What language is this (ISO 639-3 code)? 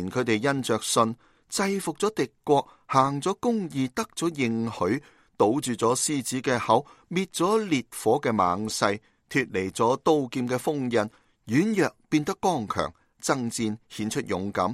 yue